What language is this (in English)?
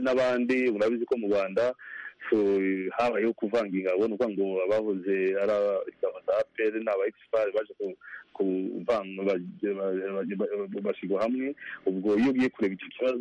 Kinyarwanda